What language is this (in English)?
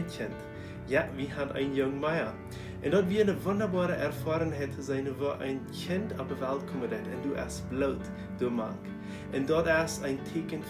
Plautdietsch